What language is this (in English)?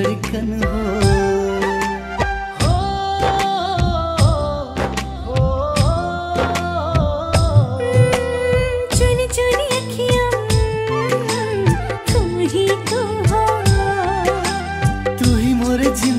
Hindi